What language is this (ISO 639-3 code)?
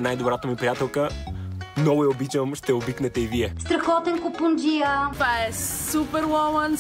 bul